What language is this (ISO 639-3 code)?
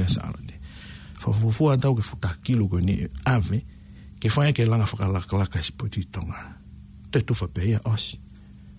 ton